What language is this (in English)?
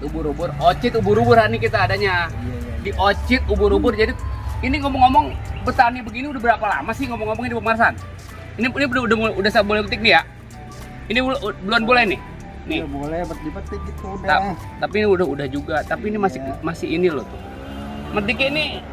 Betawi